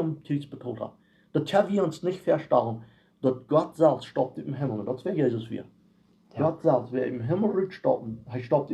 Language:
Plautdietsch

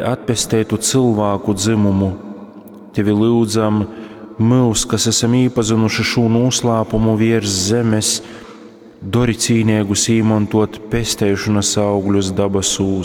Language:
Latgalian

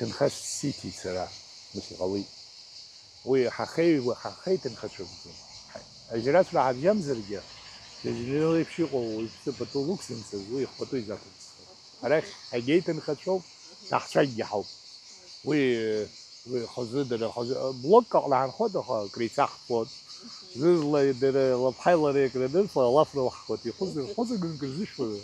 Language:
Abkhazian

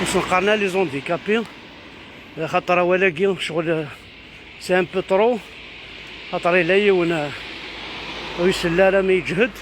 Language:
Kabyle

